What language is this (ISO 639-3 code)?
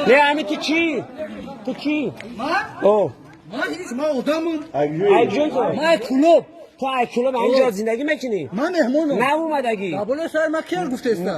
tgk